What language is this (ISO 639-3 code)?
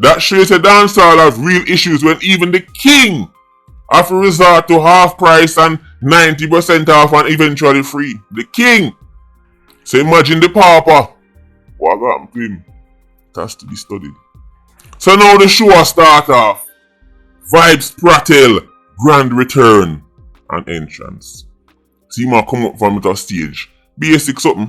jam